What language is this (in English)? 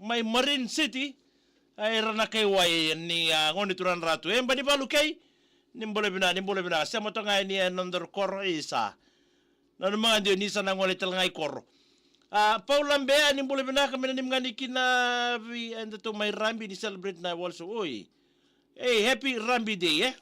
Fijian